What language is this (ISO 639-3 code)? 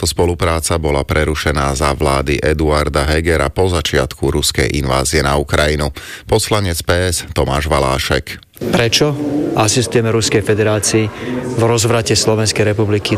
slk